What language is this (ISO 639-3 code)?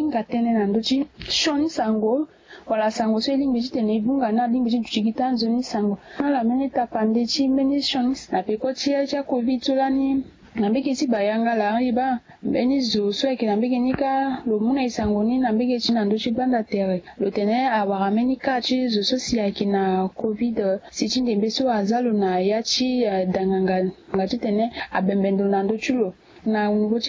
sag